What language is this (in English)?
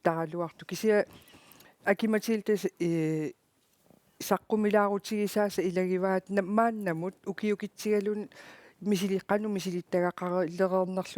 Kalaallisut